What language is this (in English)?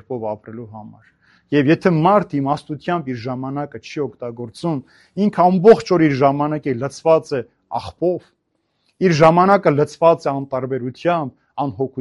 Armenian